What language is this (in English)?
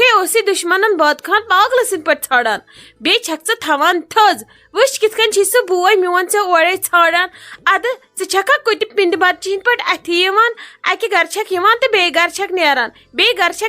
Kashmiri